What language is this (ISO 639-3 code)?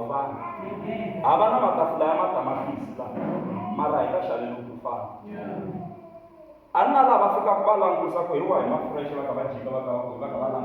tso